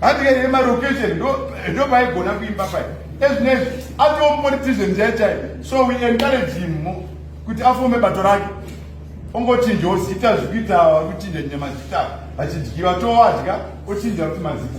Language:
Shona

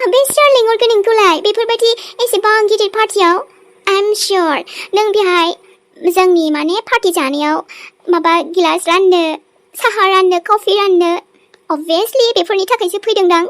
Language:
Bodo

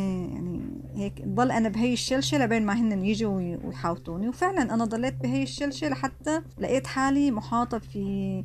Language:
North Levantine Arabic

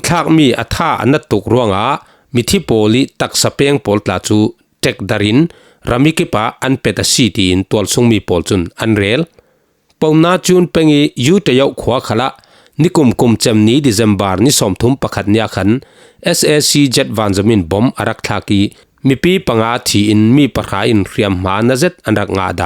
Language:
Falam Chin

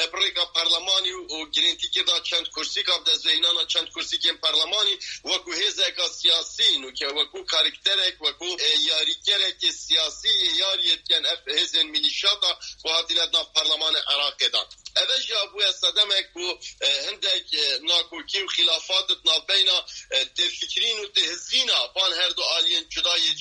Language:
Kurdish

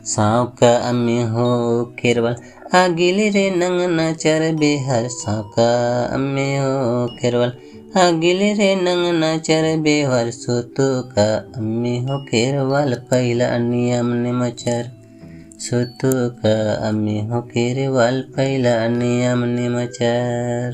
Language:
Santali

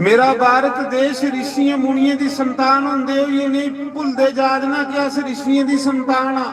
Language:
Dogri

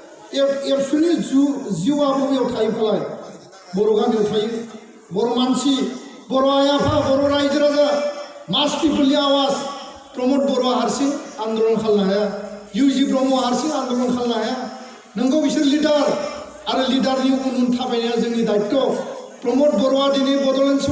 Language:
Bodo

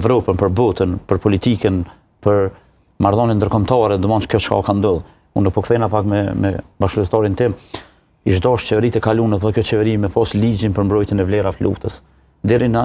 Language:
Albanian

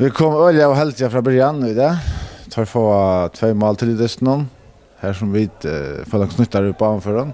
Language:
Faroese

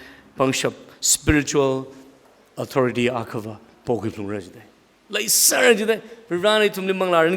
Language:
Tangkhul Naga (India)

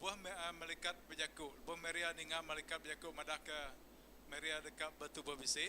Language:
Iban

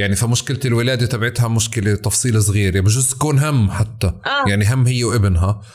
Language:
North Levantine Arabic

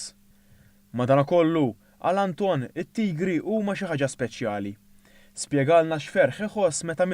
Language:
Maltese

